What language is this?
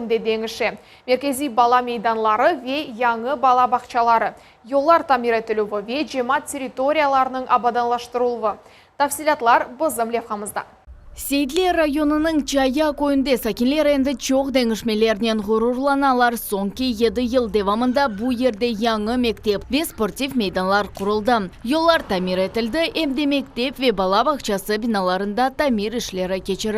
Crimean Tatar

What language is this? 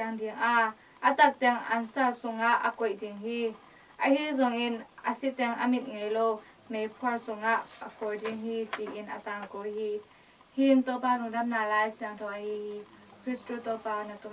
Tedim Chin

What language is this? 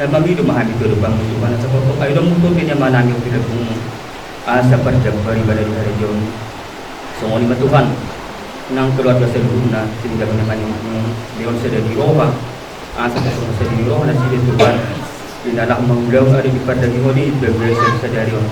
Batak Toba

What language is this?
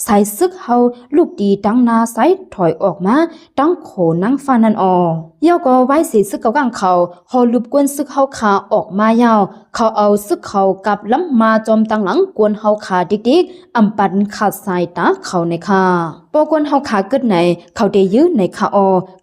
Shan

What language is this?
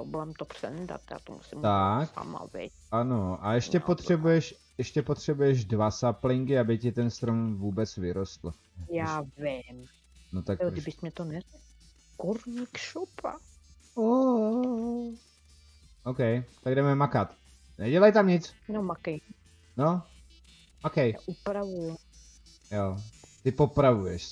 Czech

